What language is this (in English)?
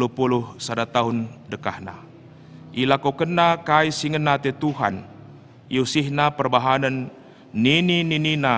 Batak Karo